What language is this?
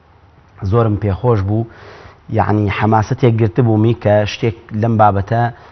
Central Kurdish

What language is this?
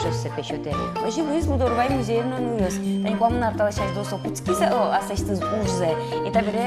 Udmurt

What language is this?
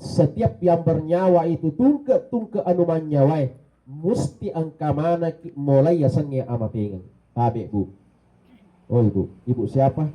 Buginese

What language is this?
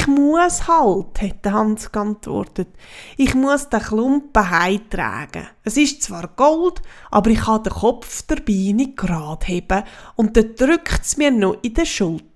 Swiss German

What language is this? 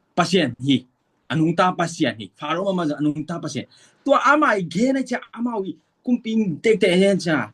Tedim Chin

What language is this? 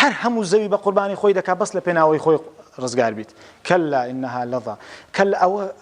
Central Kurdish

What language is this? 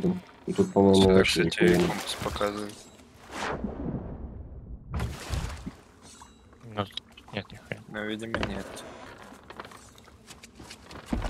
Russian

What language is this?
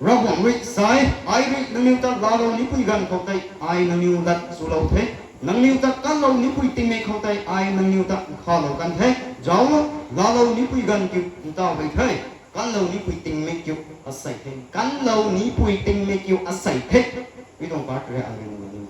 Rongmei Naga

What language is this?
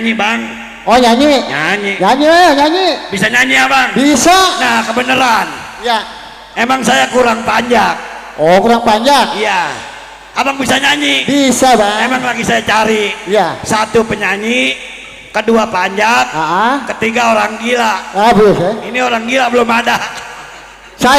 Betawi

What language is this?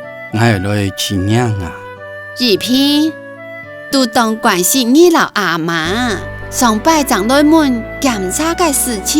Hakka Chinese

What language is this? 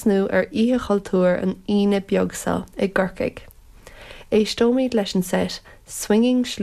Irish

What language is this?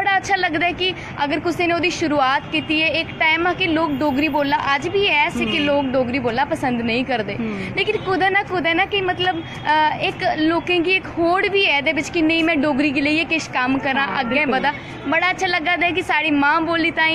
Dogri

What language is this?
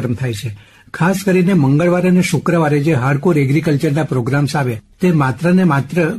Gujarati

